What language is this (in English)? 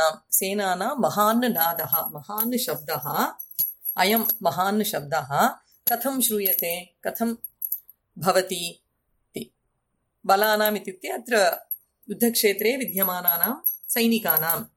Sanskrit